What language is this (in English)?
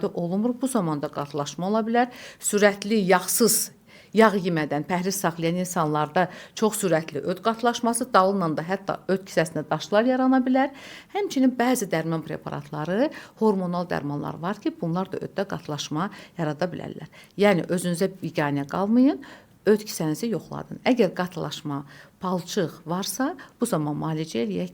Azerbaijani